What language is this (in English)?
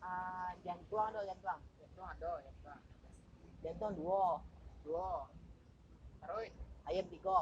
Minangkabau